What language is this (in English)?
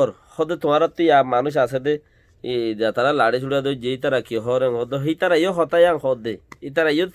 Rohingya